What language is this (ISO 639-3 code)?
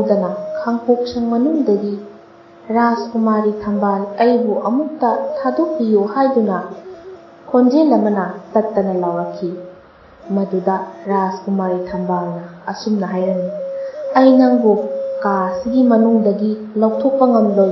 mni